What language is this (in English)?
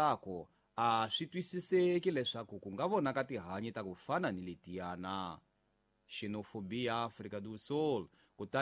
Tsonga